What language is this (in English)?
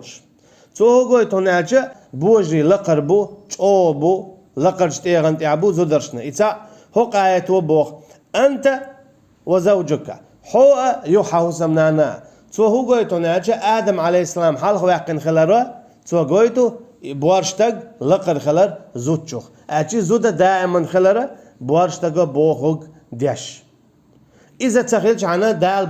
Chechen